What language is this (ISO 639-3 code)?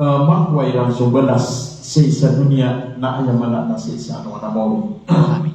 mrw